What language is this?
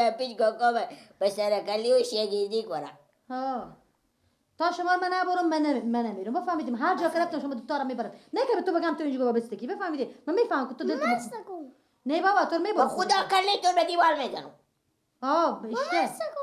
Persian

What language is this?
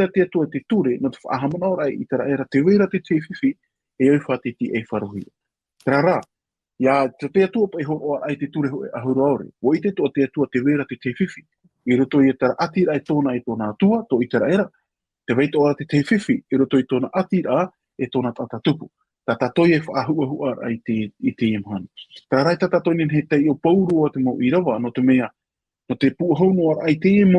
Tahitian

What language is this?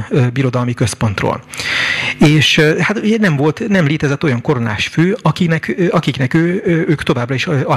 Hungarian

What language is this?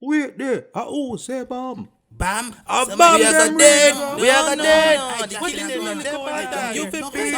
Jamaican Creole English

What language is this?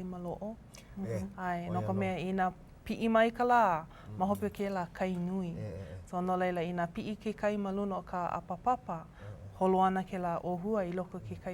Hawaiian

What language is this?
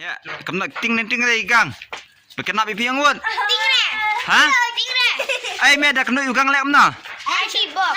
Khasi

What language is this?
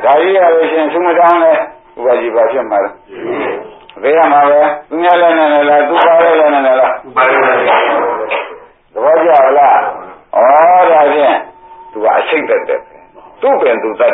Burmese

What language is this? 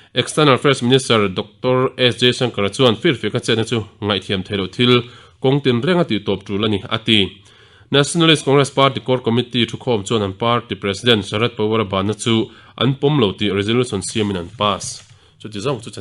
Mizo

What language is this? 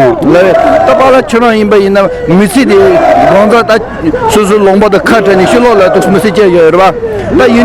Tibetan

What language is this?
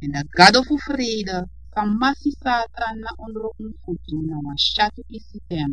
Sranan Tongo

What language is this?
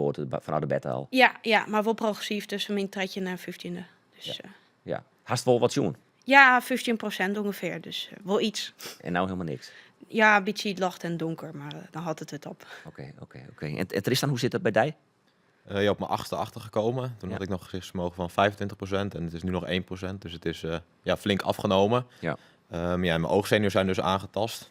Western Frisian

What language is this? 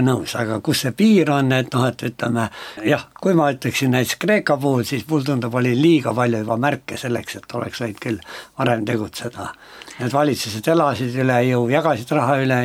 Estonian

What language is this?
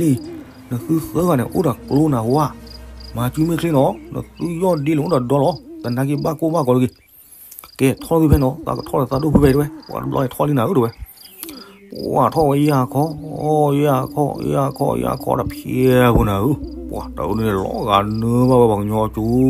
S'gaw Karen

